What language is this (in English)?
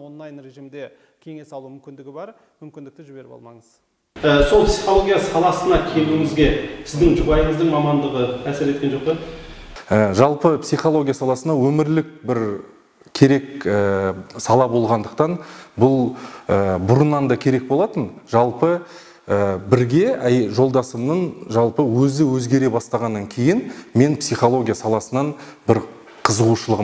Kazakh